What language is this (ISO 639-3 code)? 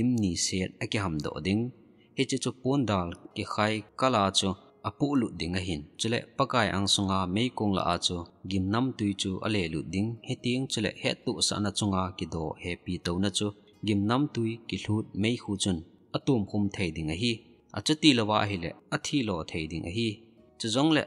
tcz